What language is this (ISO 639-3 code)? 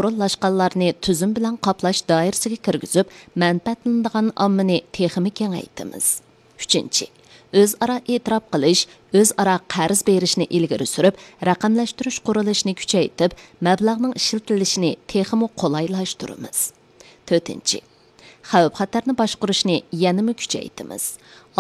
uig